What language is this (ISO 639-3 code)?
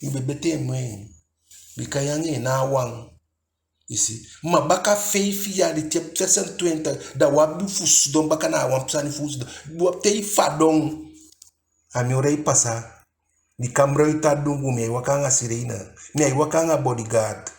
djk